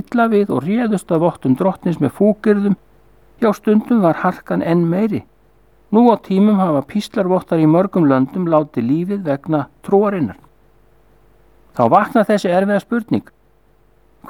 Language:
Icelandic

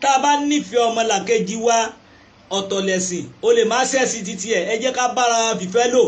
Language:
Yoruba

